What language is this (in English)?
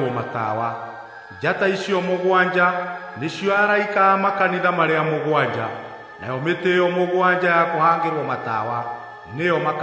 Kikuyu